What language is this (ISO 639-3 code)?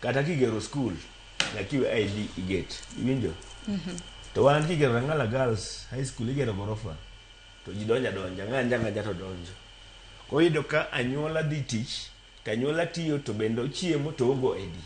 luo